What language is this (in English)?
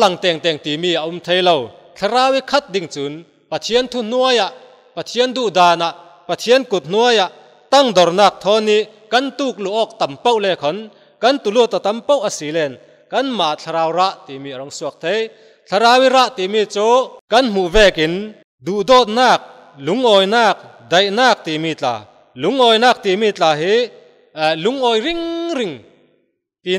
Falam Chin